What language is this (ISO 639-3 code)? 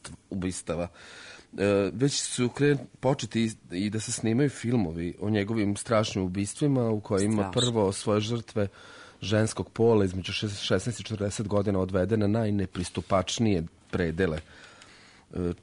srp